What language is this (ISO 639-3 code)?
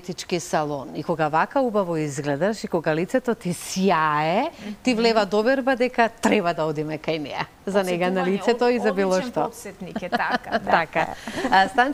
mkd